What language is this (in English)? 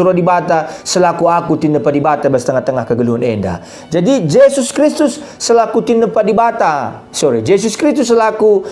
Batak Karo